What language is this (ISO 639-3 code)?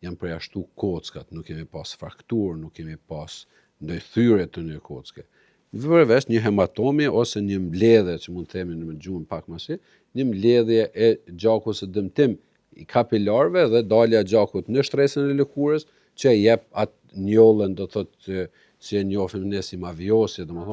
sqi